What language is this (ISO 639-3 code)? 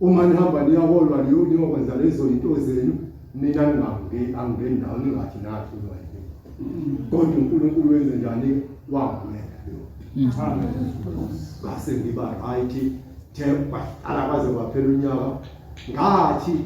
zul